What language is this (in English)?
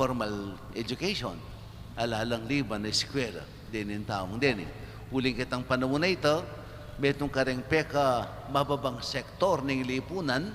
Pampanga